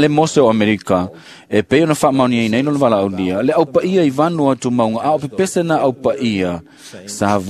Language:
Samoan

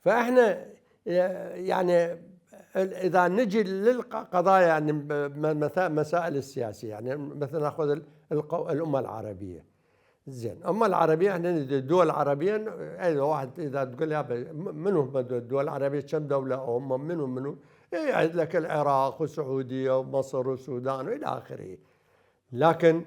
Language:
Mesopotamian Arabic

